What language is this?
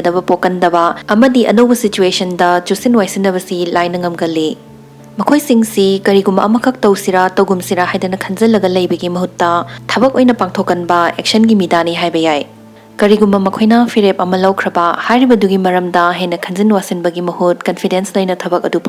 Manipuri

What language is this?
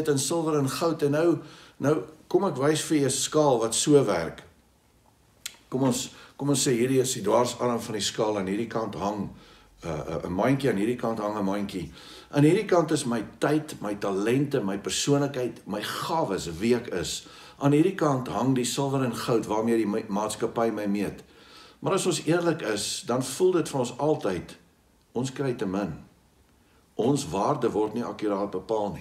Afrikaans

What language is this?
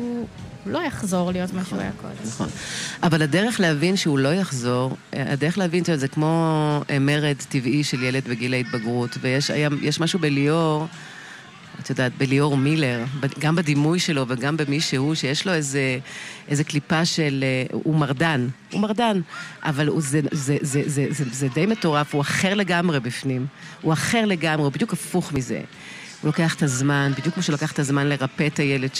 Hebrew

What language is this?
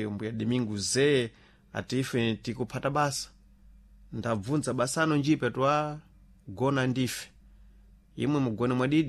Sena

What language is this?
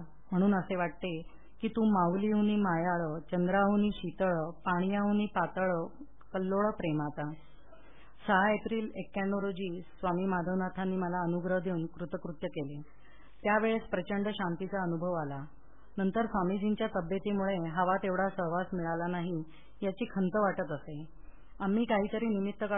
Marathi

